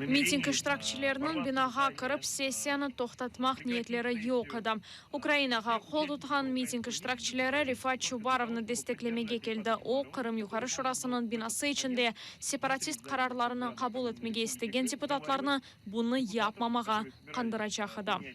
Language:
Crimean Tatar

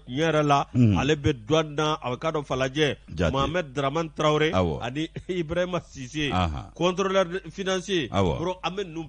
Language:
Bambara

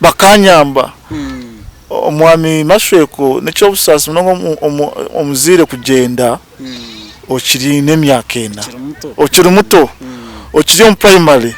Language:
Nyankole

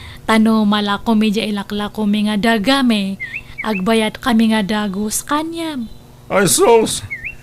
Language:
Iloko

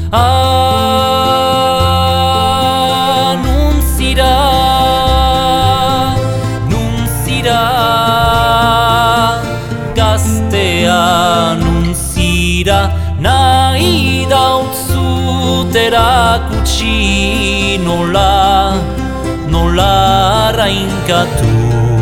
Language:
Basque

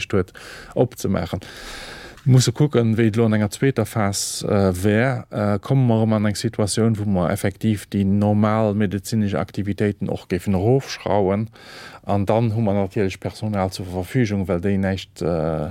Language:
Luxembourgish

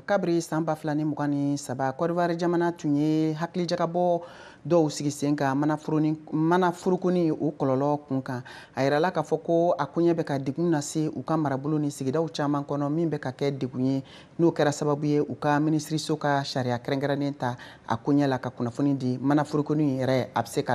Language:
Bambara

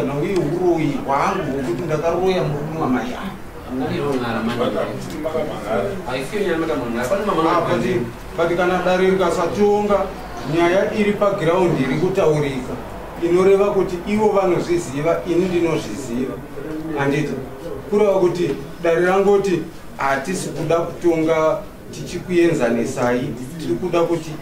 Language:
Shona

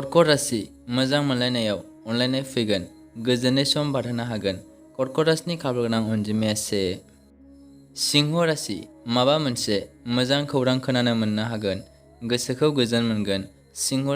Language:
Bodo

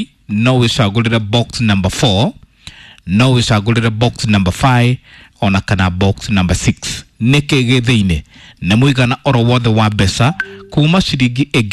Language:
Kikuyu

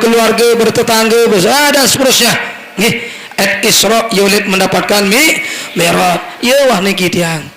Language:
Sasak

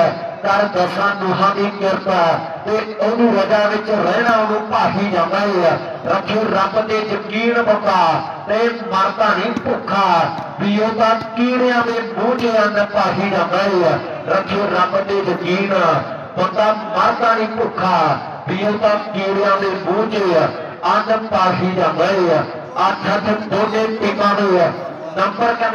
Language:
Punjabi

